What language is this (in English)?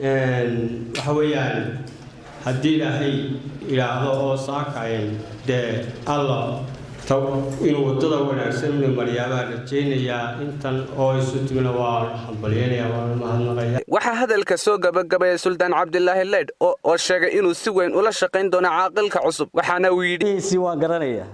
Somali